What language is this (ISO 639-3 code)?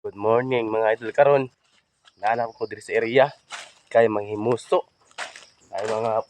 ceb